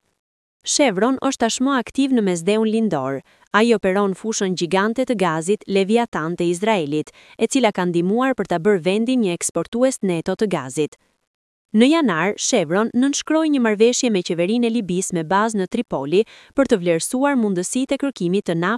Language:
Albanian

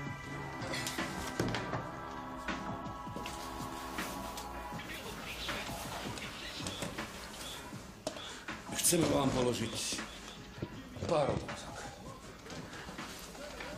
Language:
Slovak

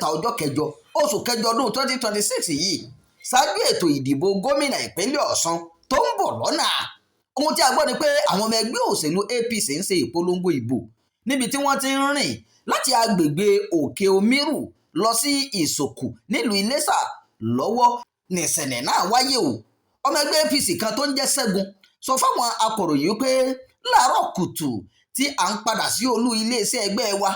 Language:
Yoruba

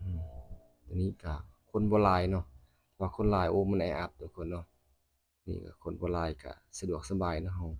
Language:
Lao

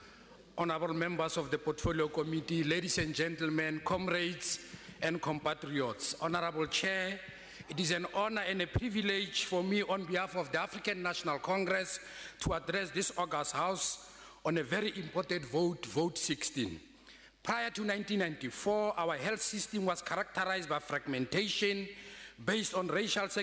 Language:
English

